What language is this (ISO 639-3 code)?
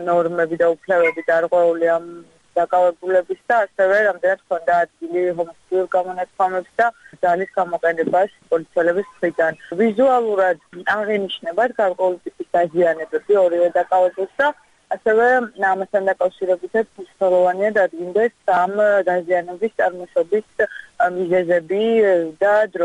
kat